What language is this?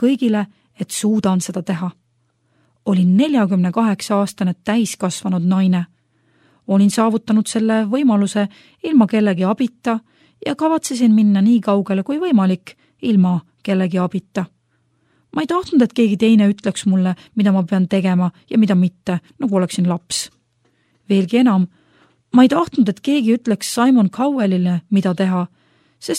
Estonian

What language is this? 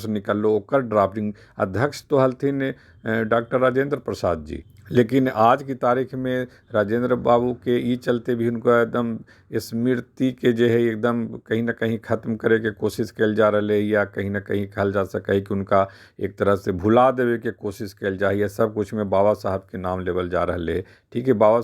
Magahi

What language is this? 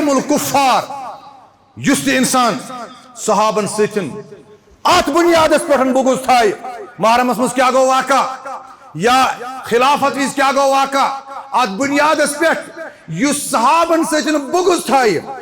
Kashmiri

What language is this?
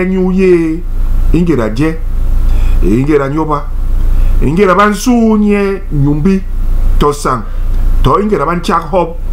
Basaa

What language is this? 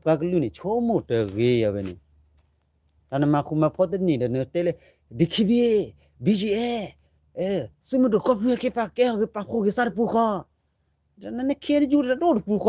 S'gaw Karen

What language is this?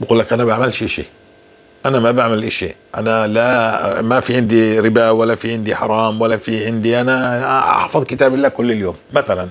North Levantine Arabic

